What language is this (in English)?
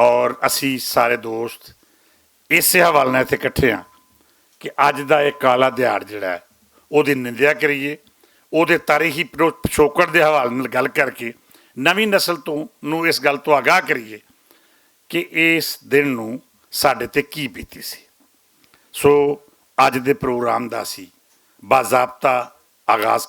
Western Panjabi